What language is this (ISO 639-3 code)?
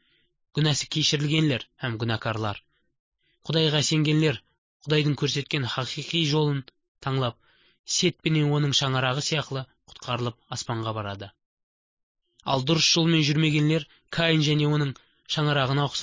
kaa